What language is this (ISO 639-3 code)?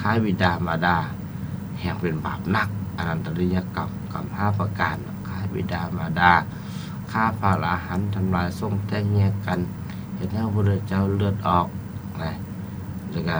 lao